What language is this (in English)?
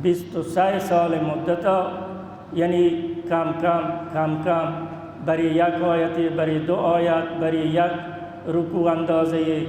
Baluchi